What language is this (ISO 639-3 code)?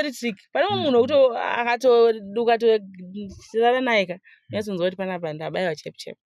sna